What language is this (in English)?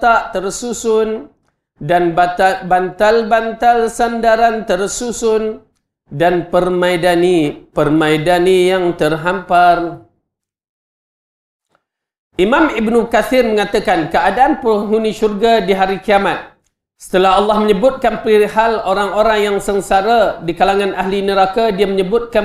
Malay